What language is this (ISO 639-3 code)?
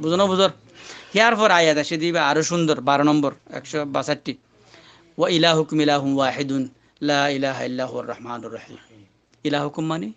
rhg